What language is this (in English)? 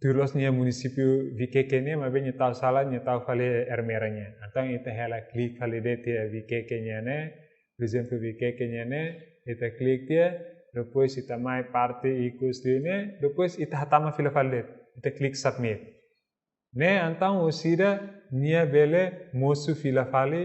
Tetum